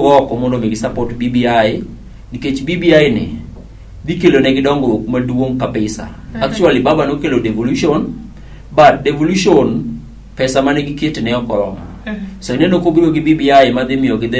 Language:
Luo (Kenya and Tanzania)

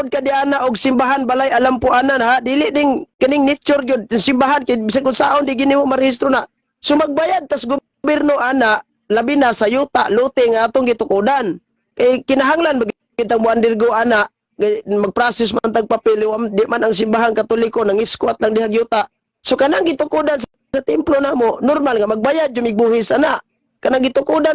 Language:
Cebuano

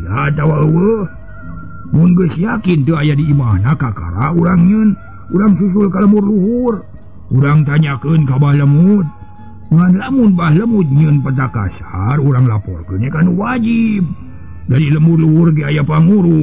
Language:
Sundanese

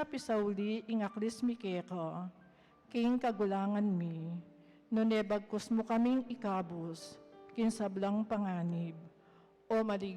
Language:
Pampanga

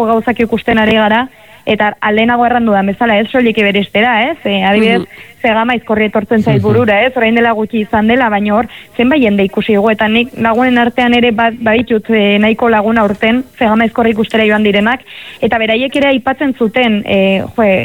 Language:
Basque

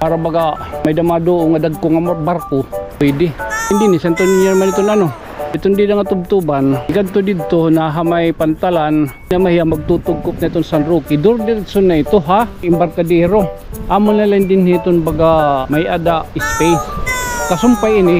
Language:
Waray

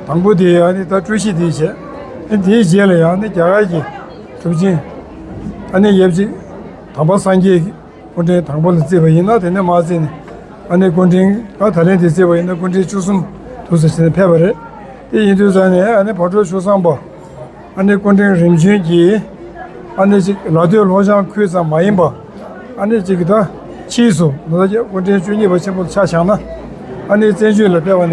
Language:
Tibetan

